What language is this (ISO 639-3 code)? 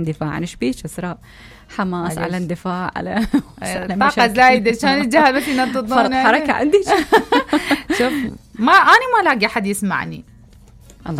acm